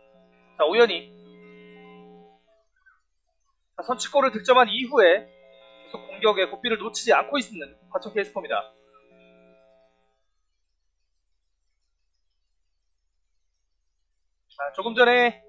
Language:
Korean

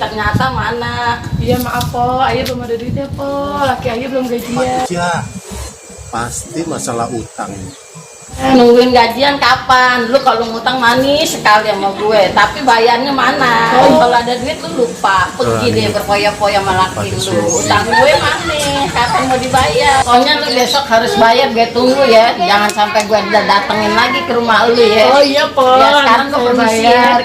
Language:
Betawi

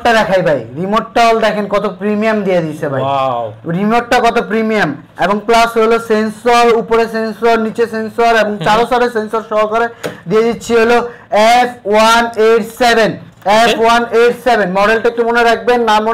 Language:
Bangla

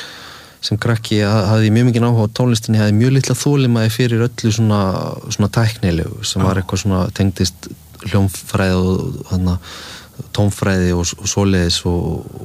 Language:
Icelandic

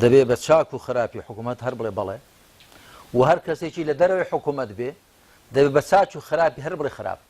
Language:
Central Kurdish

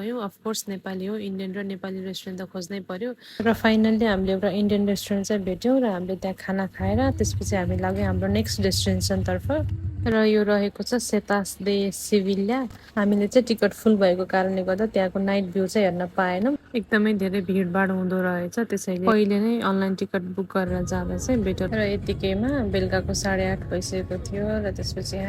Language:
Nepali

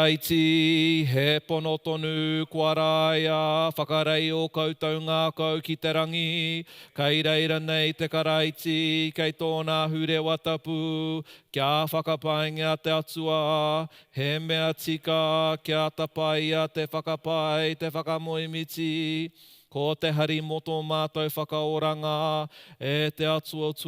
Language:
Māori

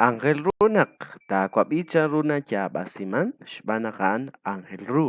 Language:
Kekchí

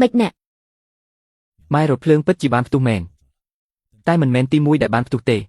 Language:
Khmer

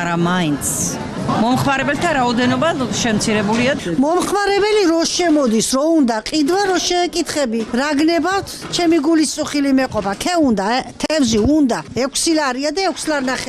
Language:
Georgian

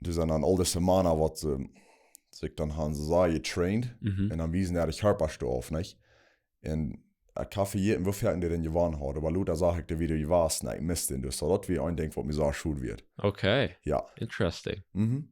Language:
Plautdietsch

